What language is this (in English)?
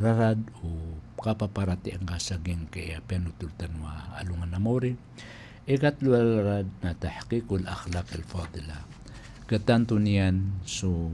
Maranao